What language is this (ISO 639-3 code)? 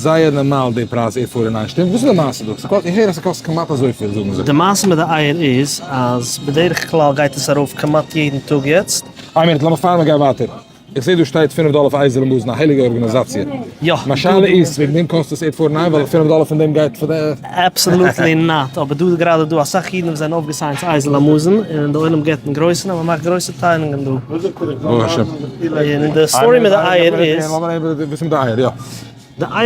yid